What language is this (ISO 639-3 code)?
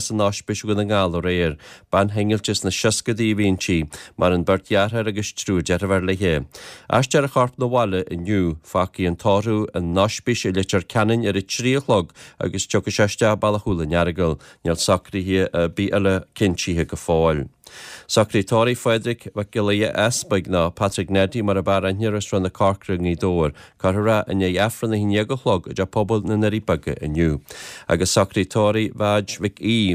gle